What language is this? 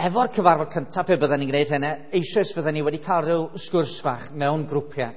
Welsh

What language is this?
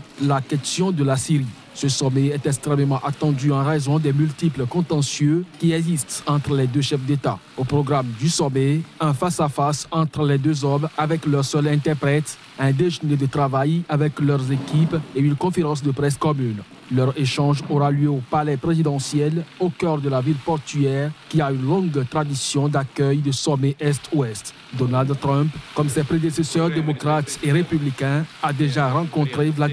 French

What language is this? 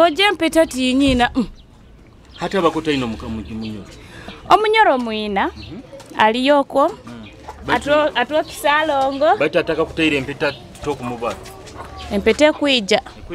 Nyoro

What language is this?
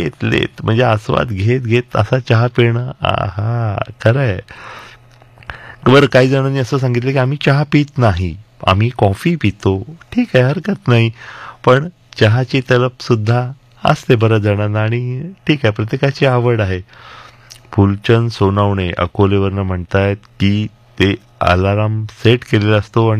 Marathi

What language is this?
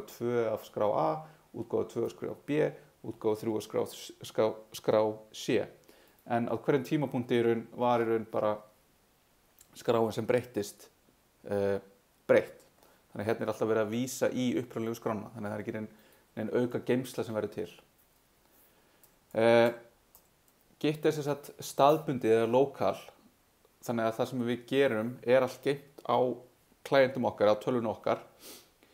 Icelandic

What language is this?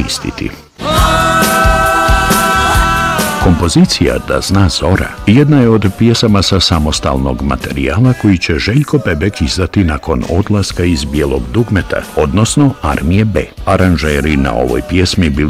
Bosnian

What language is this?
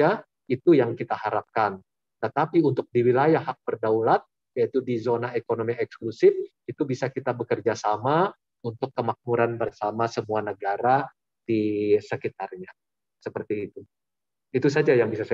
Indonesian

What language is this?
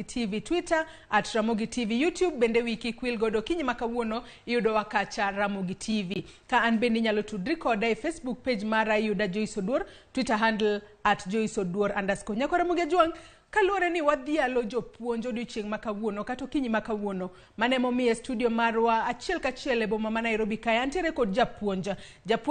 Luo (Kenya and Tanzania)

